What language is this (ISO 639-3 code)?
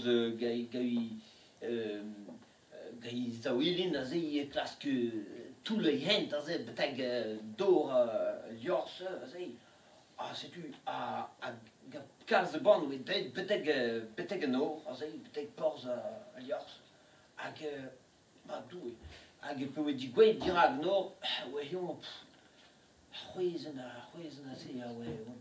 bre